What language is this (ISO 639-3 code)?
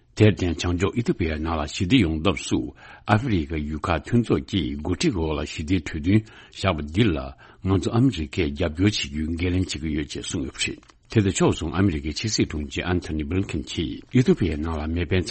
bod